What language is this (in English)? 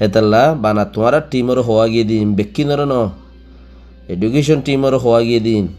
Rohingya